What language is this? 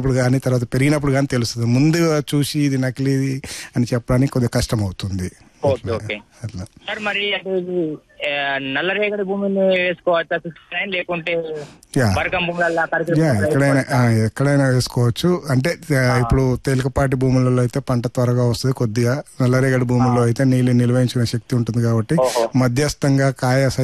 Telugu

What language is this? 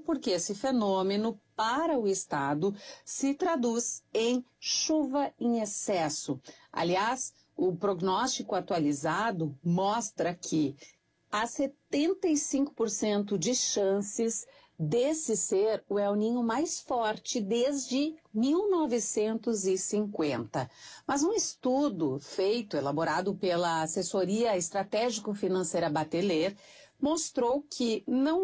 Portuguese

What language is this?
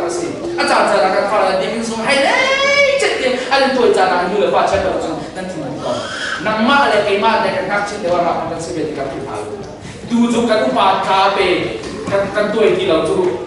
Hakha Chin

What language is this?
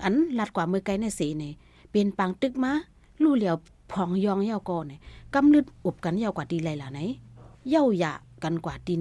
Shan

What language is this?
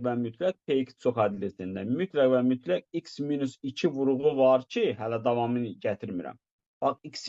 Azerbaijani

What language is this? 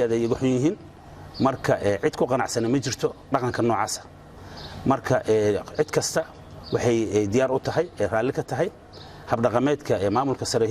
Somali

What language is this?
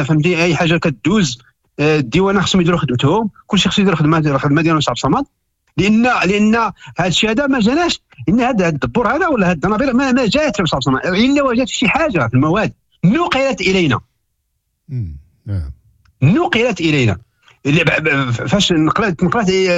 Moroccan Arabic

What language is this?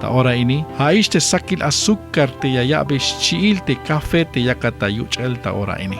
Tzeltal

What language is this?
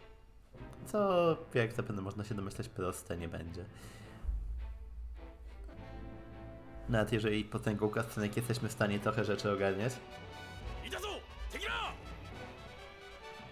Polish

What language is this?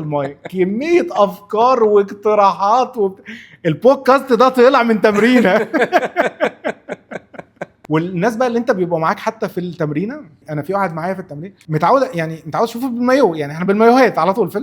Egyptian Arabic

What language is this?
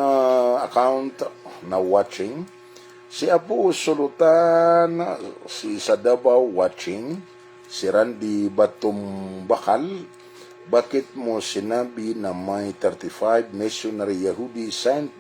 Maranao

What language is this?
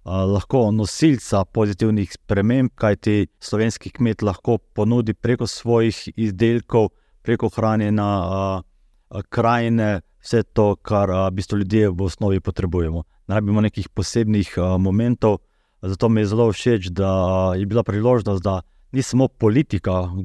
Slovenian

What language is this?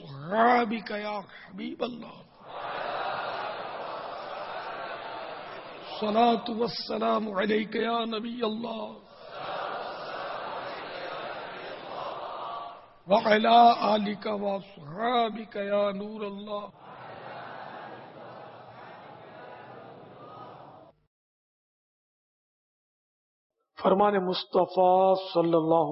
Urdu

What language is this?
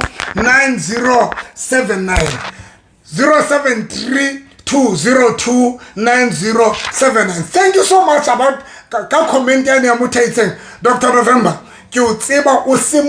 Southern Sotho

